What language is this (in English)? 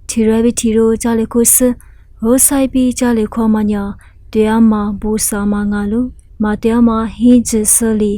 Lisu